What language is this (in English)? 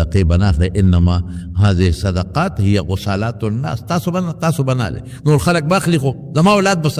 Pashto